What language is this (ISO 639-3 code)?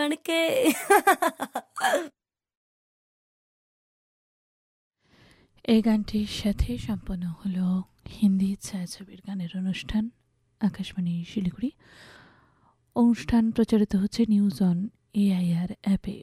ben